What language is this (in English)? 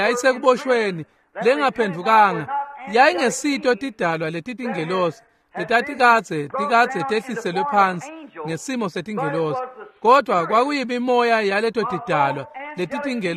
Swati